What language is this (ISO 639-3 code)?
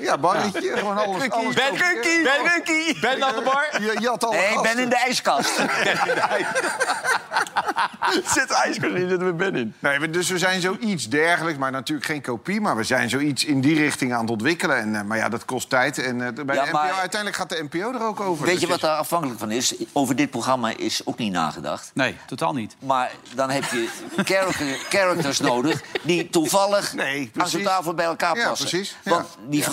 nld